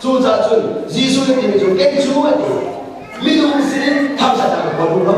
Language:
Hakha Chin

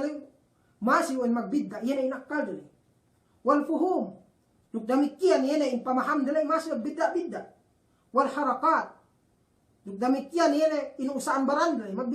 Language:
Yakan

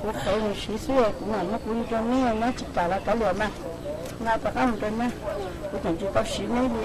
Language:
Hmong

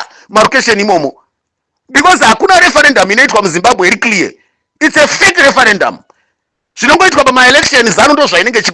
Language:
Shona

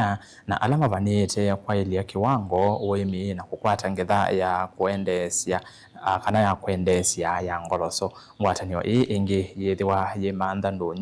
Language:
Kamba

